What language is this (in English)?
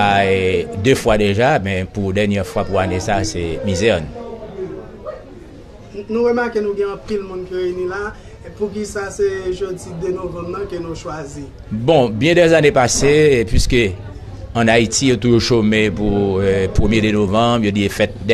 French